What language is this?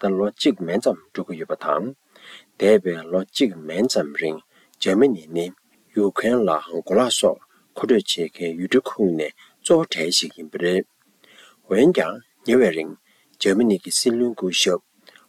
Tibetan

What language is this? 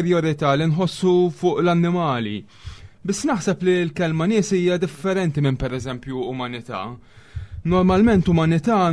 Maltese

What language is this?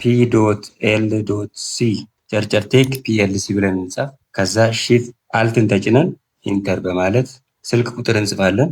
Amharic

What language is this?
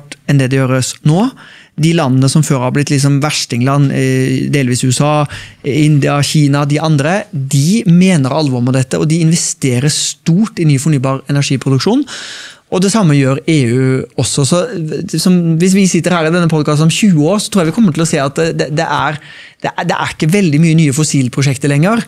Norwegian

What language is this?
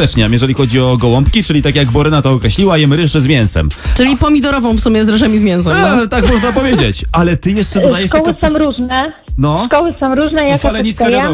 Polish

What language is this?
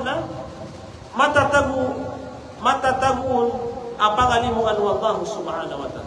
Maranao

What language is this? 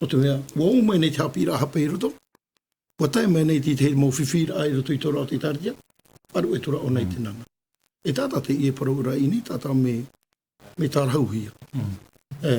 Tahitian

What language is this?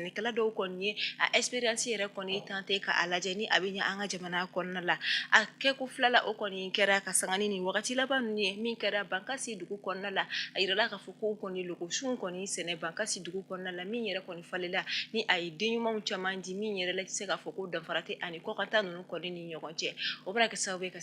Bambara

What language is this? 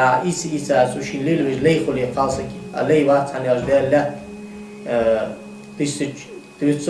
Ingush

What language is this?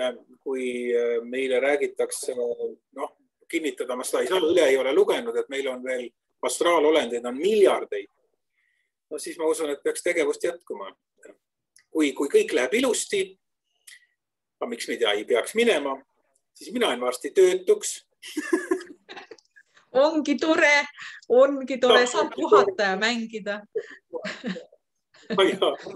Estonian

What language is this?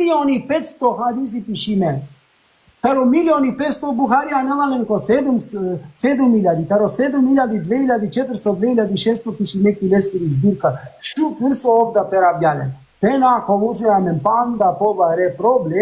Balkan Romani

